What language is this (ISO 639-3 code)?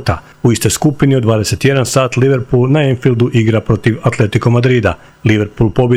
hrv